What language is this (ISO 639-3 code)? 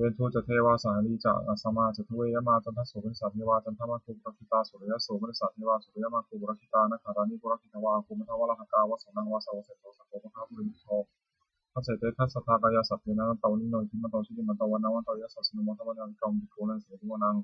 pli